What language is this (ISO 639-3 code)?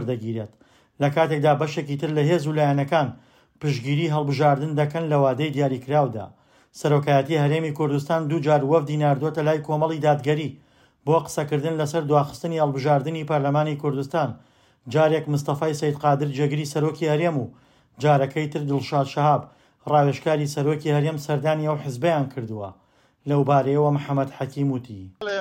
ckb